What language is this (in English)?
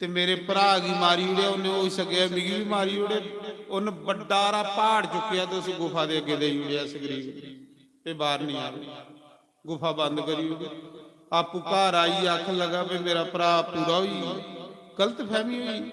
Dogri